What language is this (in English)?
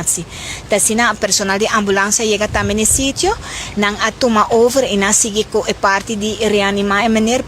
Papiamento